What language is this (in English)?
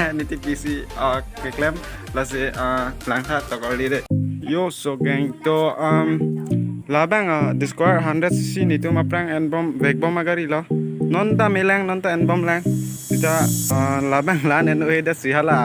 Karbi